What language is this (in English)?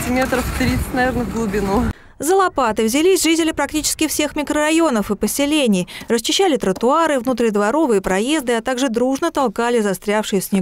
Russian